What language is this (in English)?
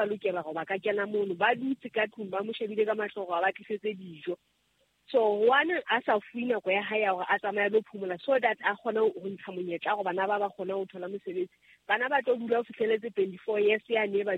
Southern Sotho